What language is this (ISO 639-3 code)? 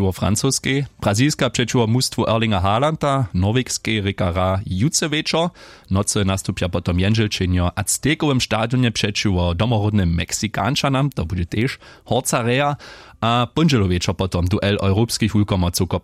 hsb